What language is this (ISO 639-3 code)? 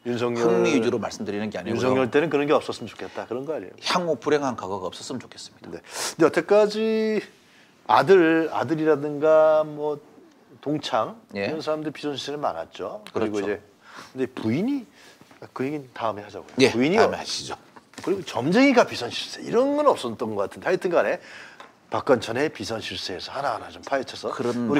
kor